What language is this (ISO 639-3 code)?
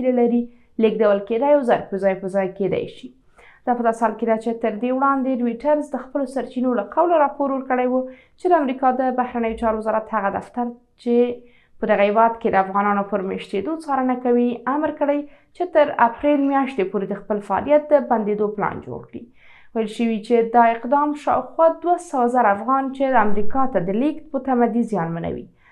pus